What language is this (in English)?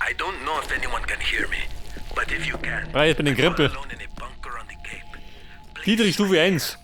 Bavarian